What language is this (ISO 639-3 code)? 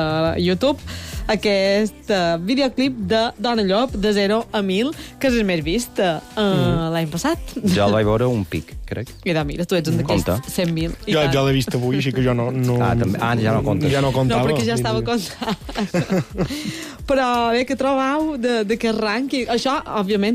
cat